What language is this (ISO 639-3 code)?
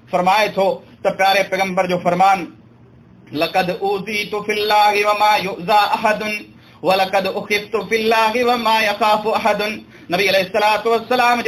snd